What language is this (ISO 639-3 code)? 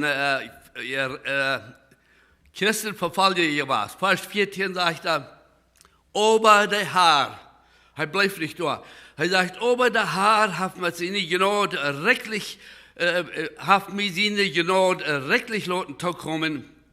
pdt